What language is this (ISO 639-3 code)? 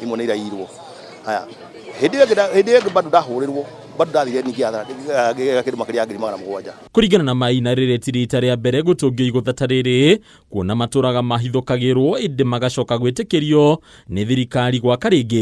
kik